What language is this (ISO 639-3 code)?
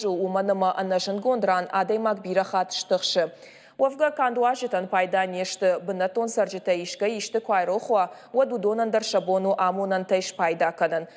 oss